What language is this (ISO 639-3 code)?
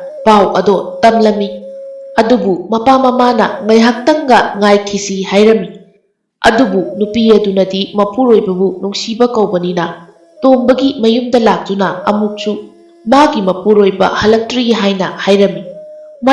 mni